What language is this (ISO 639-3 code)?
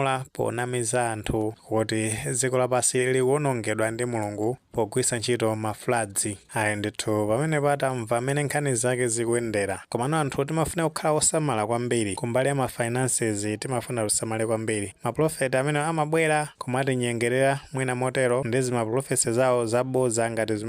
nya